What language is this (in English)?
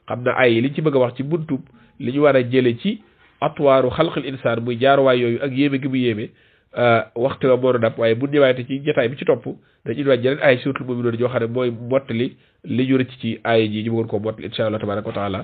Wolof